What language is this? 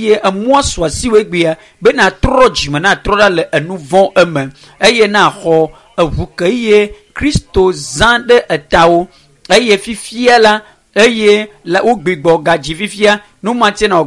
Ewe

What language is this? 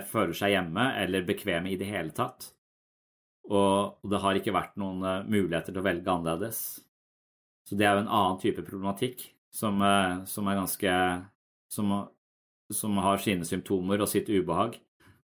Norwegian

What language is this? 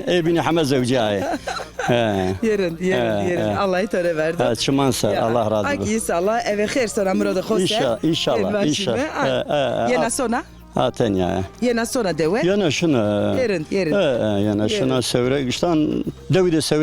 Zaza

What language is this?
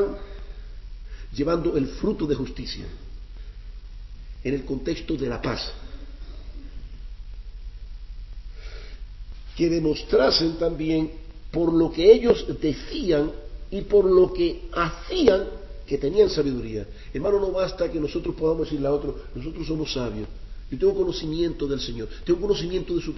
Spanish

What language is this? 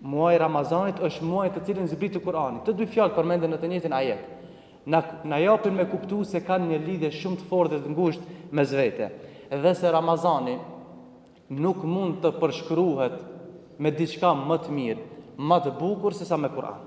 Albanian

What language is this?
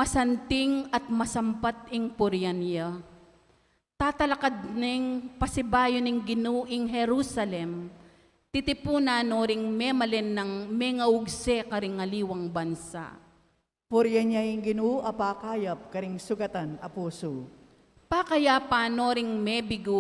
Pampanga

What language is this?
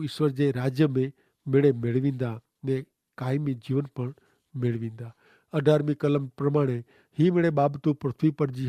Kachhi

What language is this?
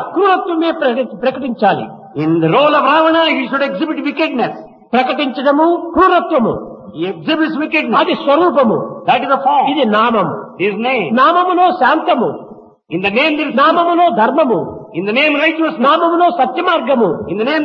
Telugu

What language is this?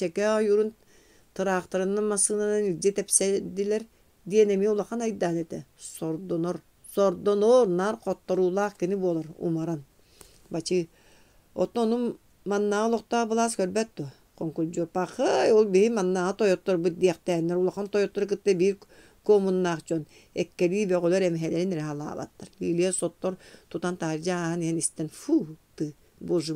Yakut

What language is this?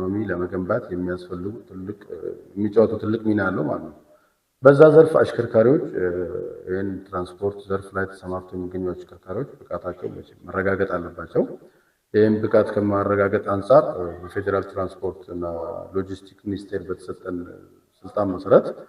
Amharic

